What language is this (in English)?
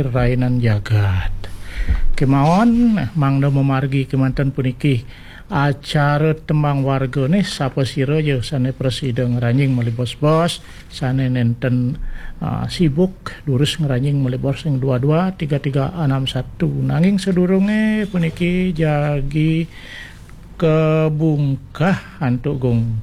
Balinese